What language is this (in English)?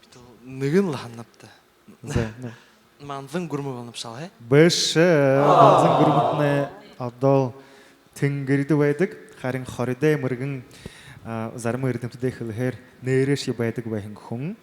Buriat